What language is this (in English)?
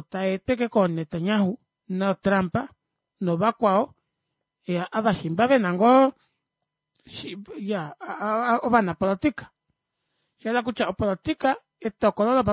Kuanyama